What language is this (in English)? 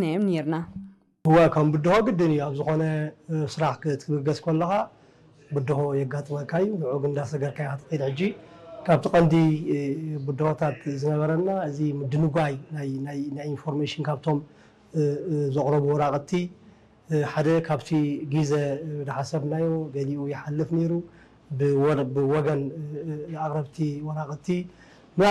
Tigrinya